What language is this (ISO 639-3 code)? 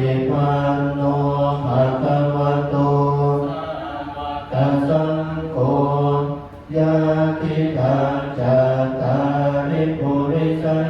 pli